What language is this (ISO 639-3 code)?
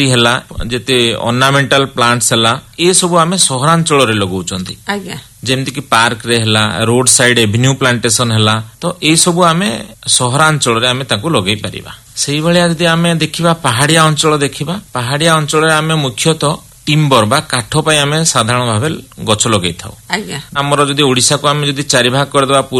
ori